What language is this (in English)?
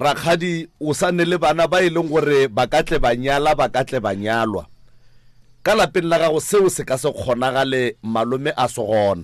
Northern Sotho